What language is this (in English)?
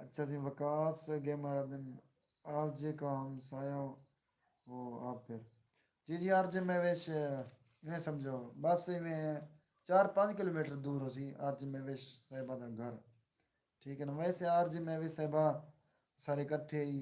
Saraiki